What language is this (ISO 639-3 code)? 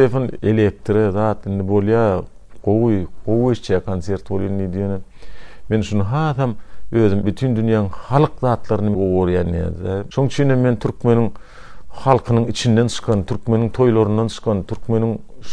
tuk